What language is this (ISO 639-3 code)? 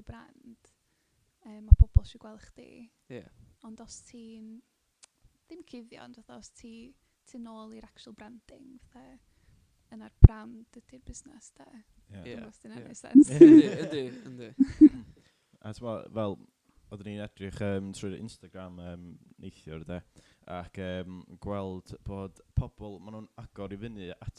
cym